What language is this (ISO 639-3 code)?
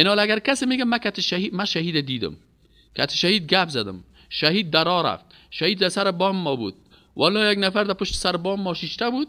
fas